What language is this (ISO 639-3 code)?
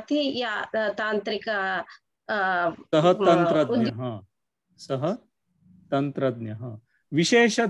san